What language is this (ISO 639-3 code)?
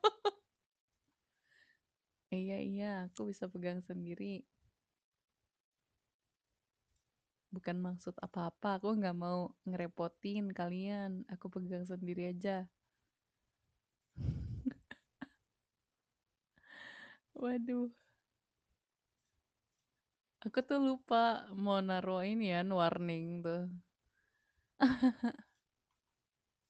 ind